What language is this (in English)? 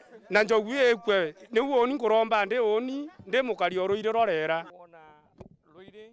Meru